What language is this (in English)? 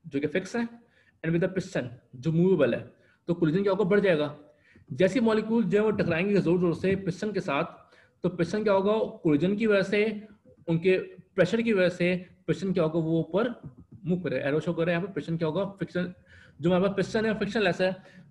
Hindi